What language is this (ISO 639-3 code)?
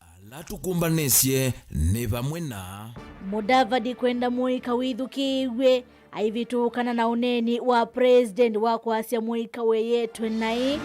kam